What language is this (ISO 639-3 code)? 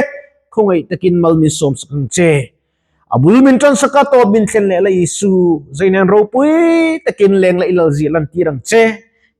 lus